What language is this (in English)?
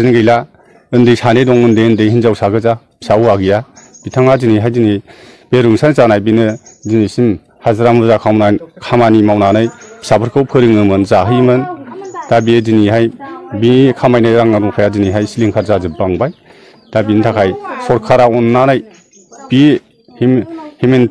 Bodo